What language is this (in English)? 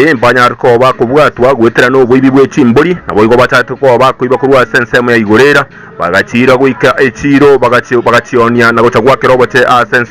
Gusii